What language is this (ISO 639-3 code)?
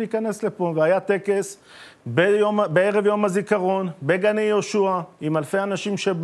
heb